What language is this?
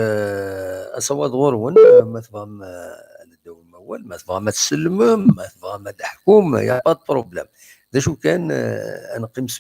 Kabyle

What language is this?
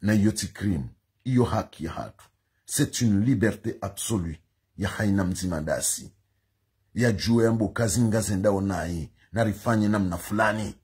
Ngazidja Comorian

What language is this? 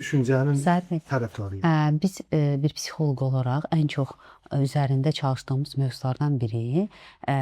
Azerbaijani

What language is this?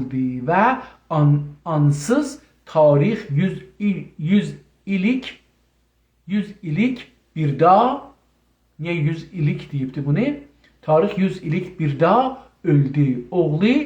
South Azerbaijani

